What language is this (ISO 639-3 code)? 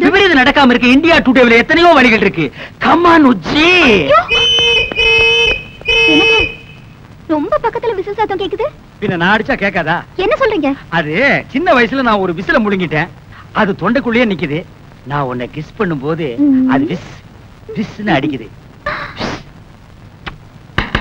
tam